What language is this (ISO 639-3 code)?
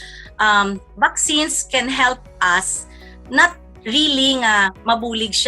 hil